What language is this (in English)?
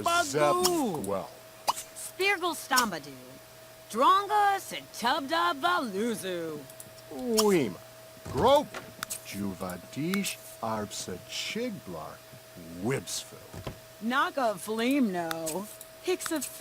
Bavarian